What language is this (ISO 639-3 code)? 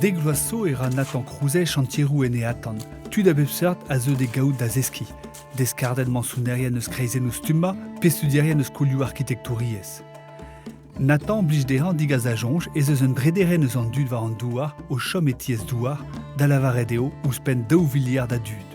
bre